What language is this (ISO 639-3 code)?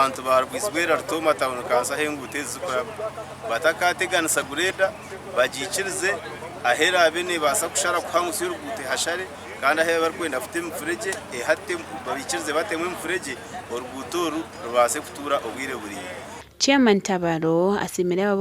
nyn